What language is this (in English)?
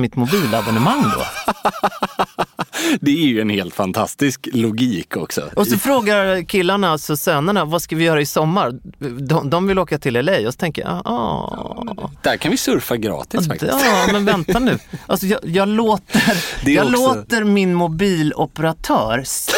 Swedish